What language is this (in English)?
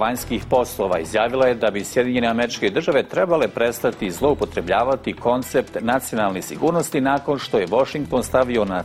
Bosnian